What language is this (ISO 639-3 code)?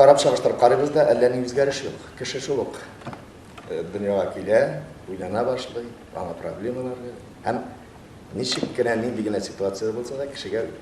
tat